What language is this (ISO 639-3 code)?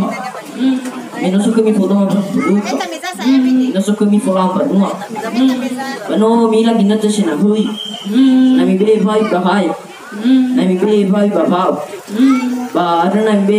nia